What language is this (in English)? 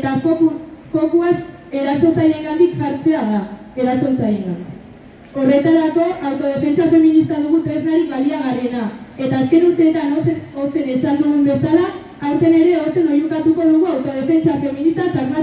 Basque